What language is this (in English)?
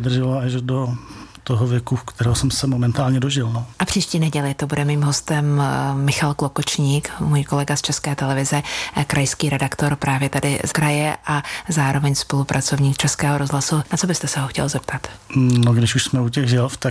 Czech